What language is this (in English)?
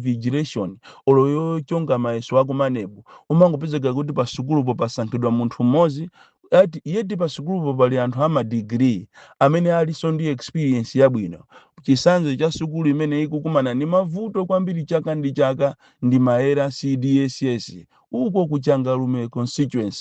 Nyanja